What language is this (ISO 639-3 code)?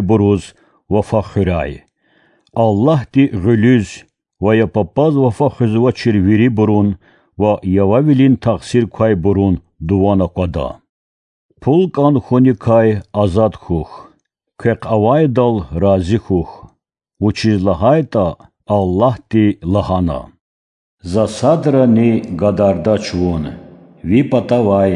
lez